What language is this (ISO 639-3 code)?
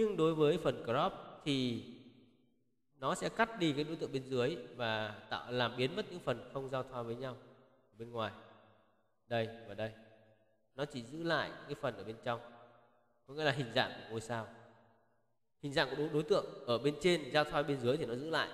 vie